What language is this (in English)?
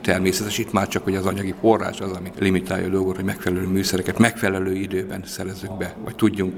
Hungarian